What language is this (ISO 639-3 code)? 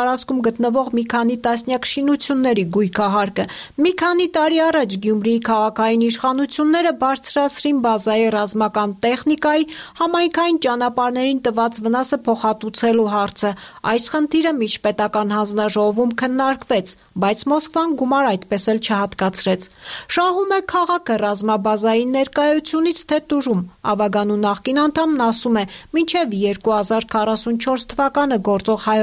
hye